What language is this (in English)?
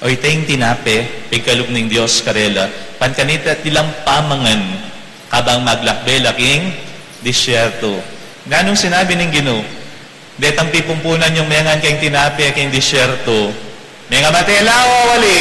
Pampanga